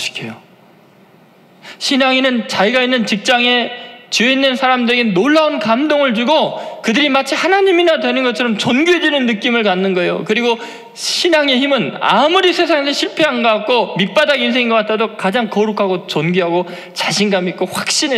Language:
Korean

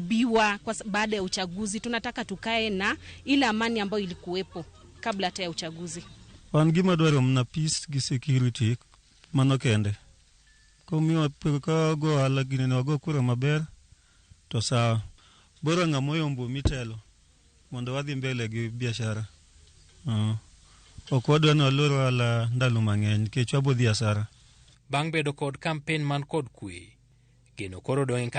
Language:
Luo (Kenya and Tanzania)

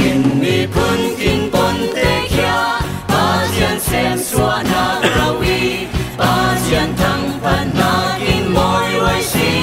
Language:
Falam Chin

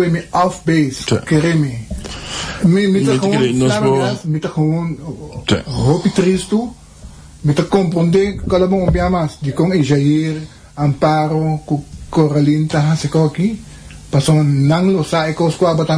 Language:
Papiamento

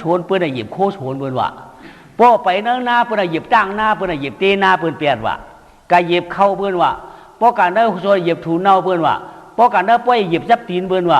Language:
Shan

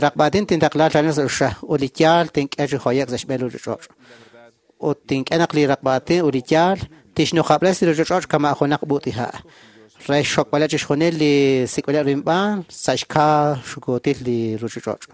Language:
Kekchí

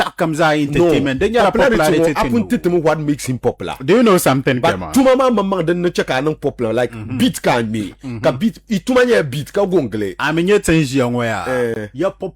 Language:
Dagbani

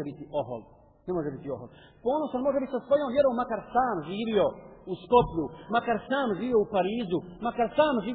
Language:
Bosnian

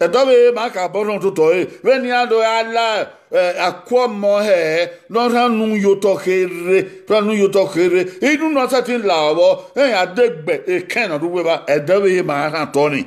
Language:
Bini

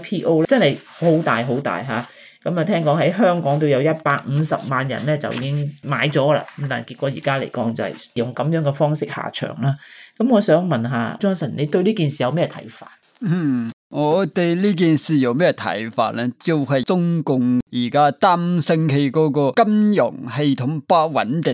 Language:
Cantonese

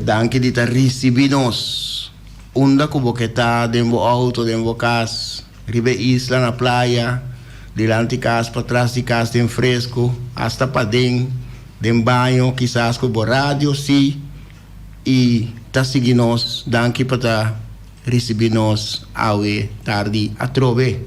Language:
Papiamento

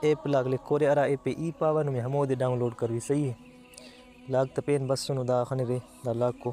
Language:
Brahui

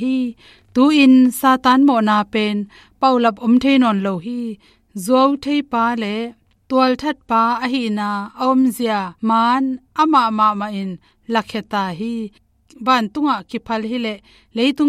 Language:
Tedim Chin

